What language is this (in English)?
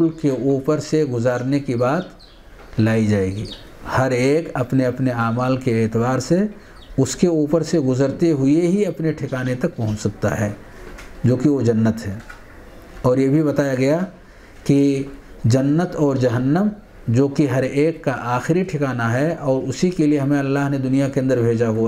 Urdu